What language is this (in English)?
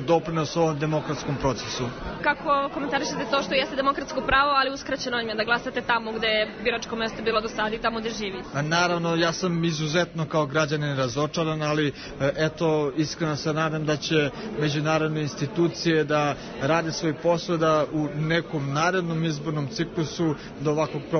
Serbian